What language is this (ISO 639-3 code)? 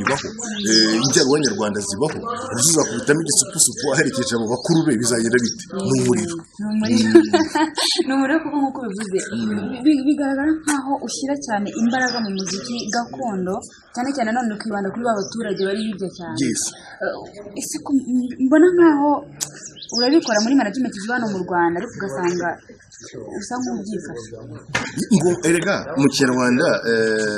kin